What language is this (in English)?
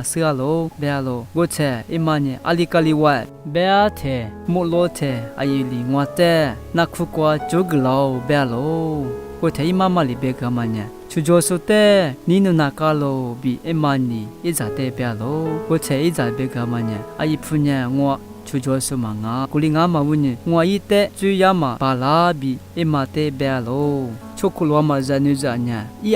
Lisu